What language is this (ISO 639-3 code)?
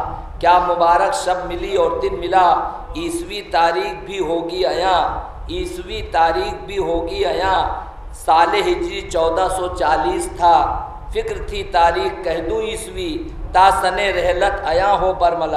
urd